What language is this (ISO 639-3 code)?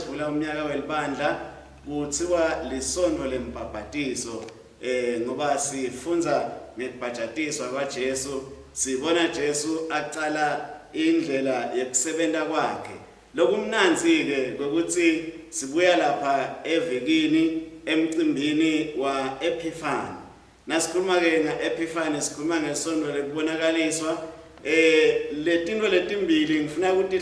ssw